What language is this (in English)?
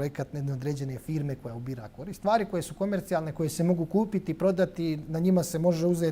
Bosnian